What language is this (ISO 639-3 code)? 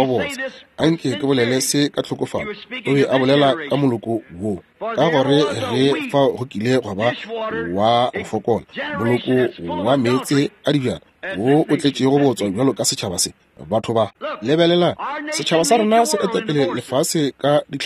nso